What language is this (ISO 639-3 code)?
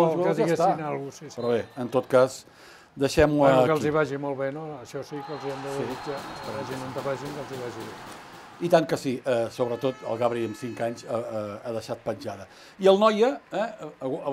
cat